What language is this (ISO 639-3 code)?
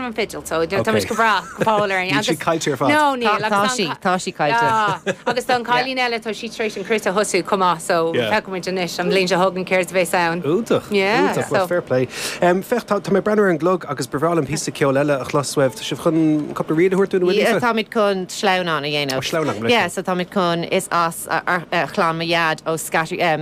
gle